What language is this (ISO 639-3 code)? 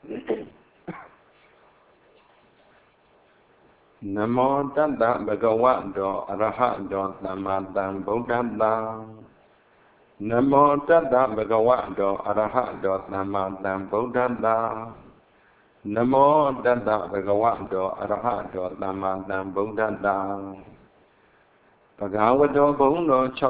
mya